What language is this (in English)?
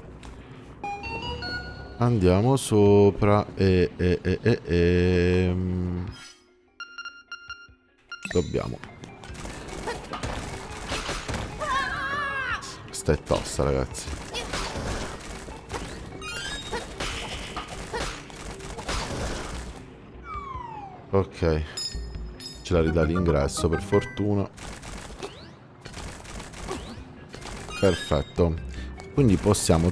Italian